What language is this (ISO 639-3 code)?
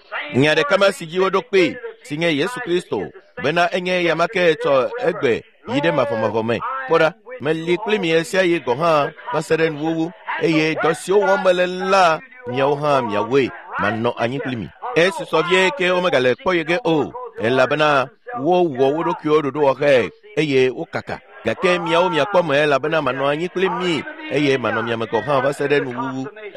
ewe